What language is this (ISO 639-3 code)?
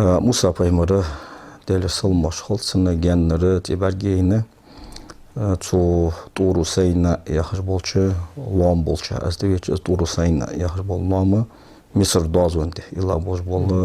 inh